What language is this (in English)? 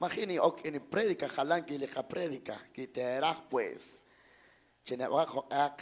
Kekchí